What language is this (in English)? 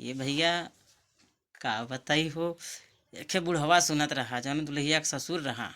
Bhojpuri